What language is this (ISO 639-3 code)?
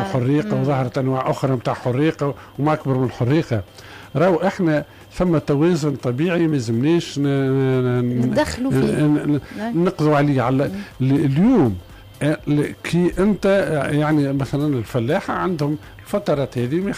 aeb